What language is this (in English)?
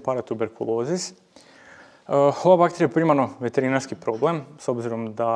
Croatian